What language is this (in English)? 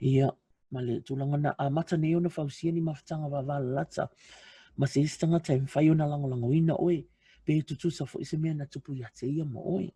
Samoan